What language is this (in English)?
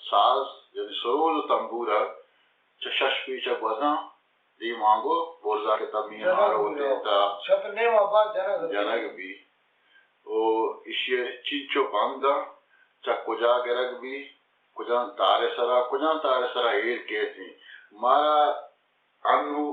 Baluchi